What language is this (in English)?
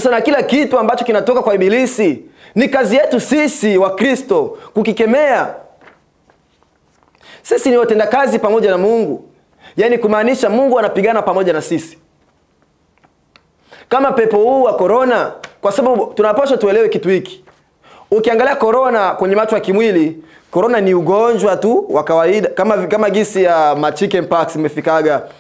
Swahili